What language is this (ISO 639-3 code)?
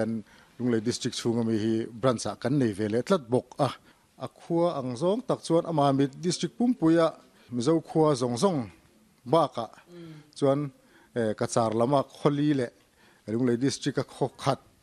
lus